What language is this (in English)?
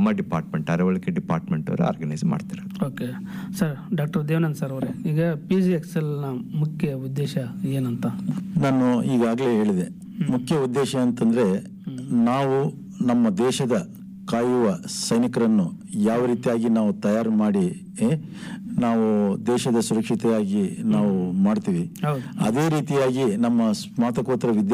Kannada